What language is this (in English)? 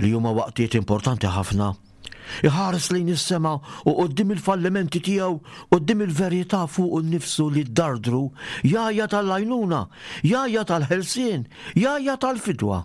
Maltese